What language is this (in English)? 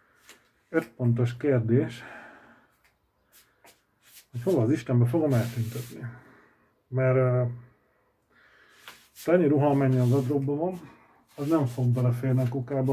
Hungarian